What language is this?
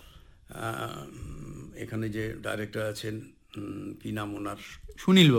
Bangla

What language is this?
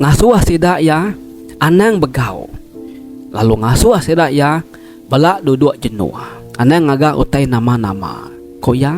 Iban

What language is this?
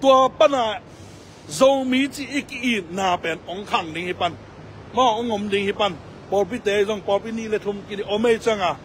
Tedim Chin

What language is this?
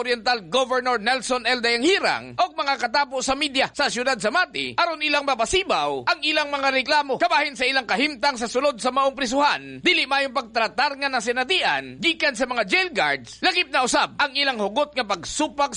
Cebuano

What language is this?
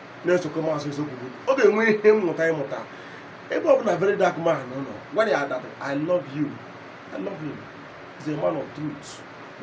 Igbo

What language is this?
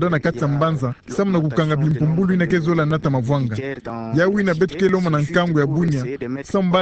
Kituba (Democratic Republic of Congo)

